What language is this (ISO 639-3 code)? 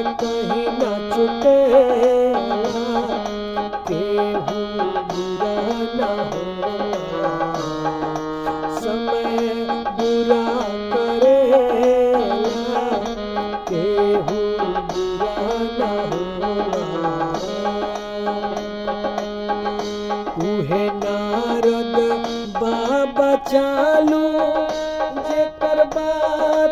bho